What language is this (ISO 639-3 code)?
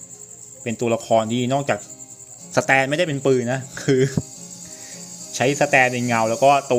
tha